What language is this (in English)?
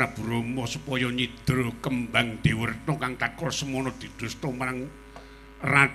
Javanese